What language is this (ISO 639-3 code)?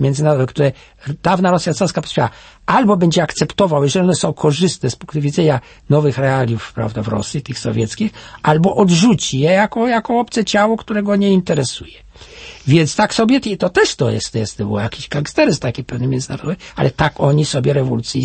pol